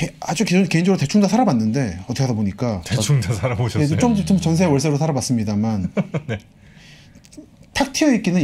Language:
Korean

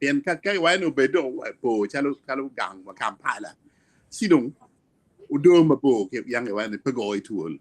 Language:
Acoli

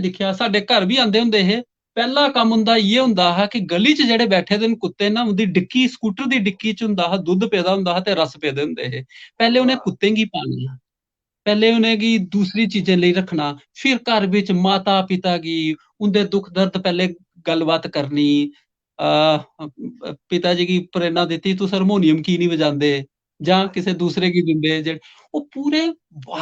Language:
Dogri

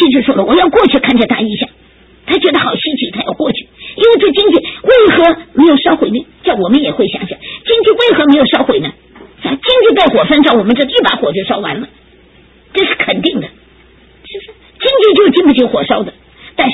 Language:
Chinese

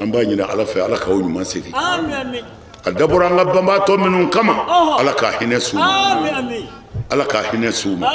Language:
Bambara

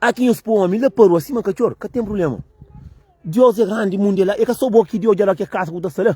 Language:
Kabuverdianu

